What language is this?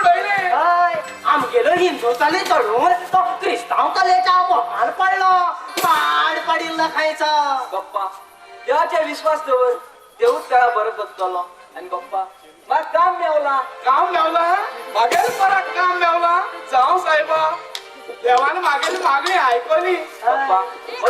Konkani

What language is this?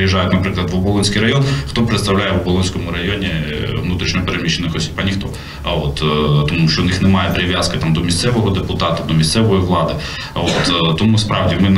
Ukrainian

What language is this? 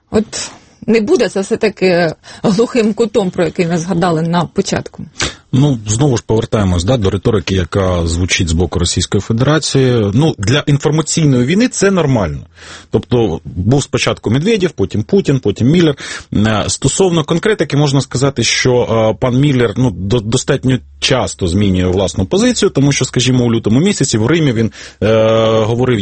Ukrainian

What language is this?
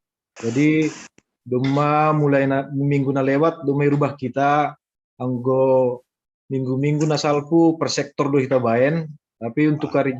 Batak Simalungun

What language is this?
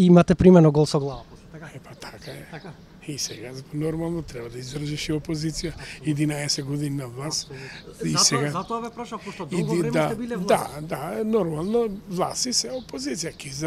Macedonian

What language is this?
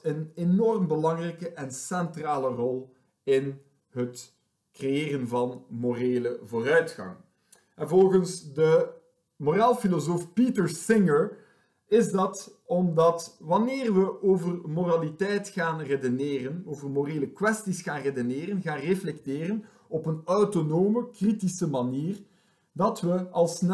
Dutch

